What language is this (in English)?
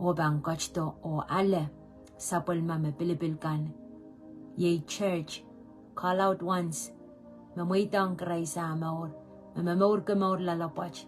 Pohnpeian